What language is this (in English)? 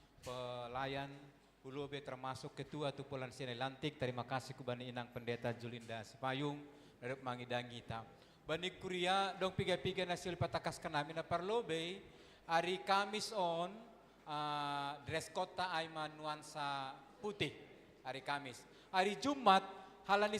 Batak Simalungun